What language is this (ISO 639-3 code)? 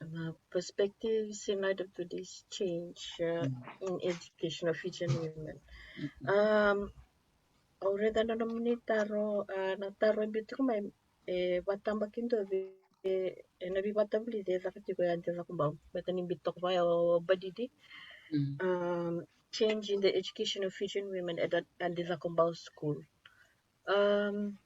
fij